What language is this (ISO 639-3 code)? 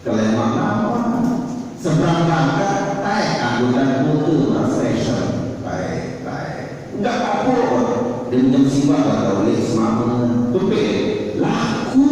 sas